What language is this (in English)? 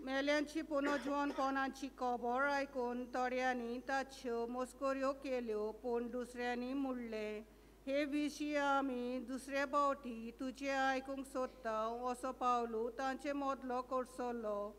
Konkani